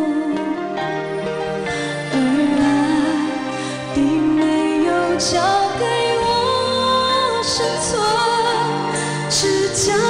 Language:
Chinese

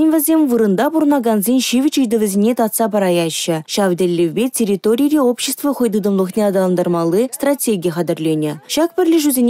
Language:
Chuvash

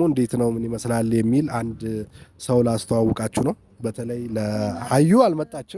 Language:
Amharic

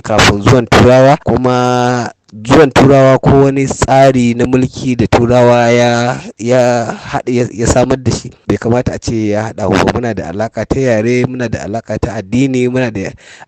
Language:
Hausa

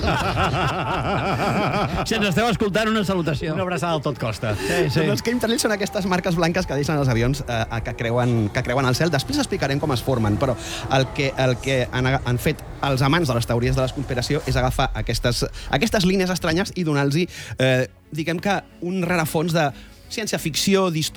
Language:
Catalan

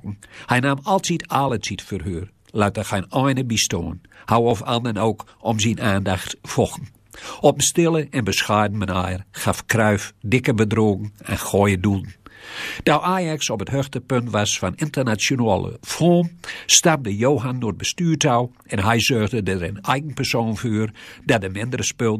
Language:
Gronings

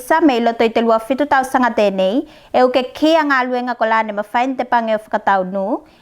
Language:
Tuvalu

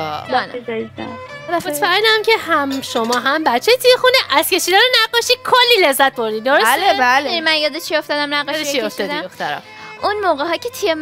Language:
Persian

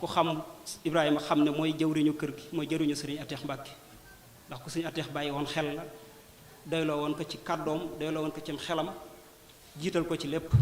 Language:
Wolof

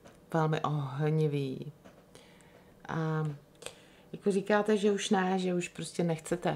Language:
Czech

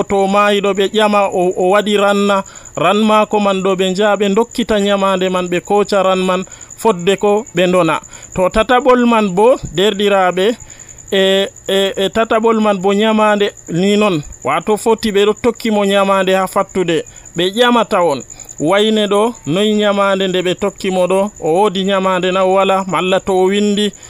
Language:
Nigerian Fulfulde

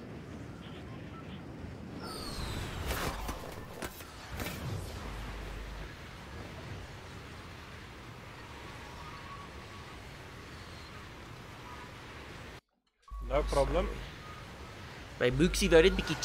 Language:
Afrikaans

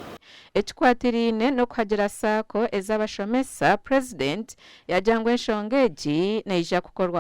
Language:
Nyankole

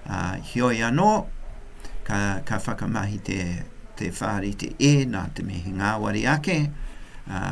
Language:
Māori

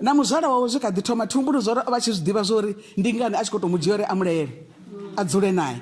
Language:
Venda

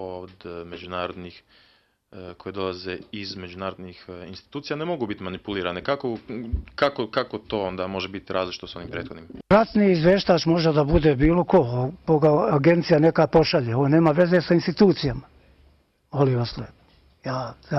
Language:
Bosnian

